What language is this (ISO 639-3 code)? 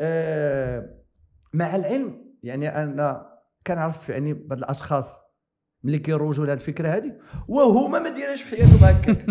ary